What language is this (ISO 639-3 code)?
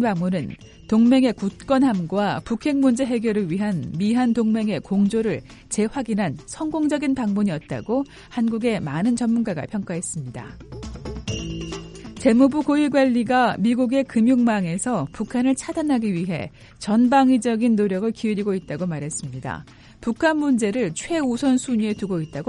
kor